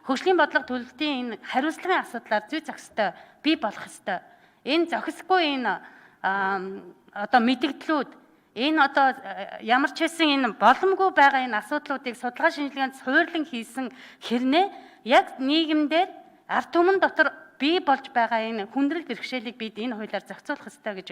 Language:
Mongolian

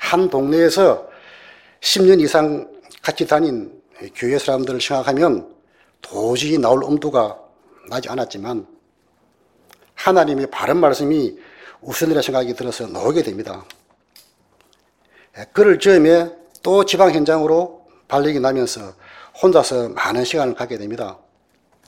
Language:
Korean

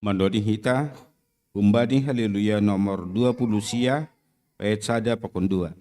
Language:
Batak Simalungun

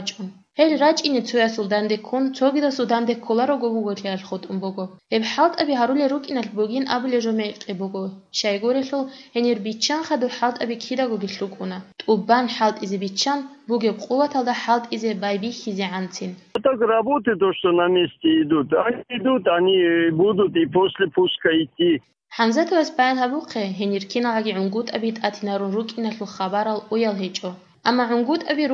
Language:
Avaric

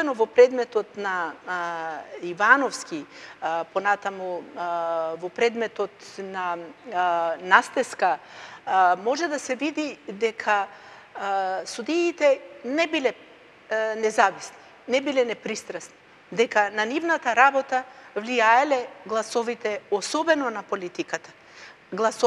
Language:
Macedonian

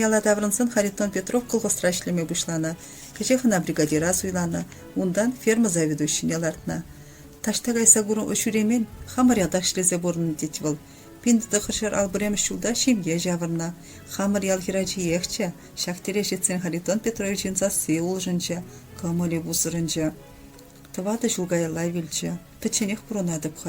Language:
Chuvash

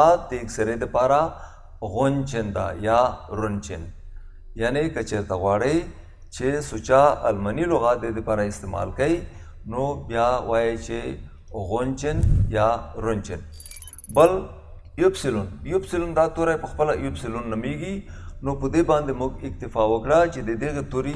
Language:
Pashto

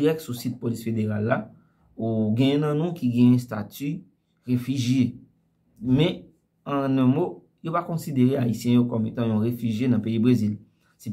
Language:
Haitian Creole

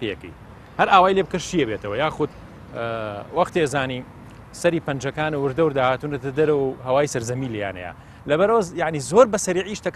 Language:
Central Kurdish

